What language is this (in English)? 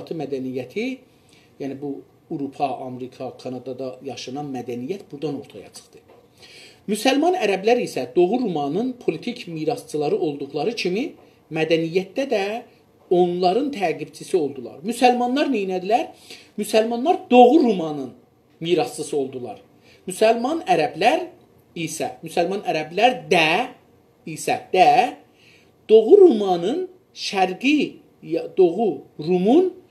South Azerbaijani